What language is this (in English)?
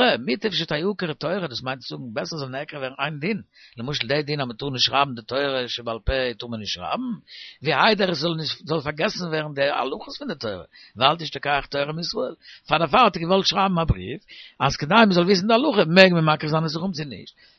Yiddish